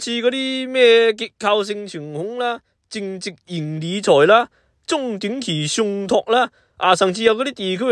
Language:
Cantonese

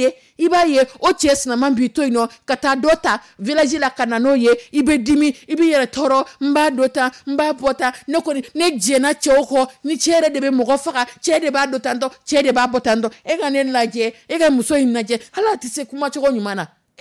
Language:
Dyula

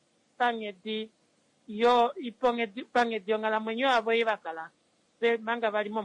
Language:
Kuanyama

